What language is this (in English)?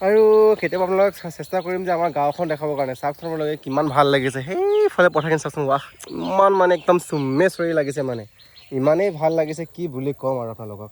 Assamese